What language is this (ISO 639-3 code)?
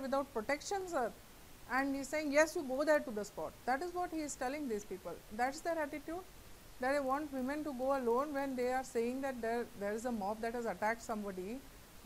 eng